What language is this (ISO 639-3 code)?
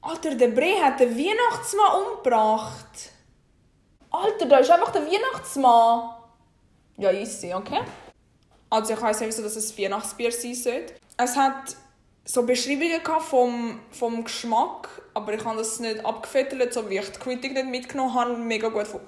gsw